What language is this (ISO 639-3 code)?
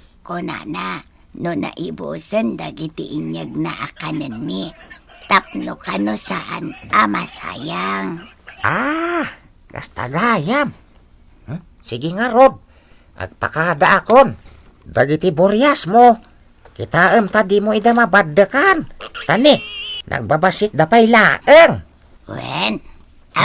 ilo